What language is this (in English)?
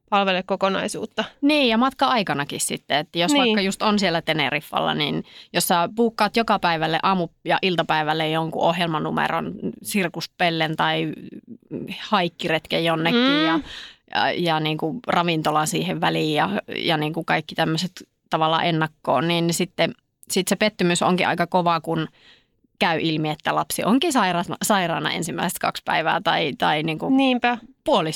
Finnish